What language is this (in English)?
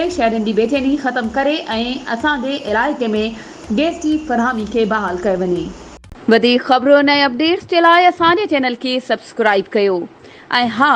Sindhi